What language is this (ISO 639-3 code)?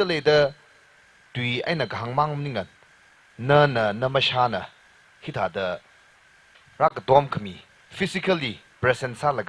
nmf